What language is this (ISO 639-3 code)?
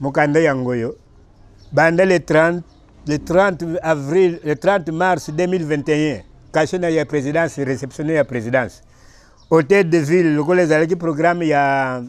lin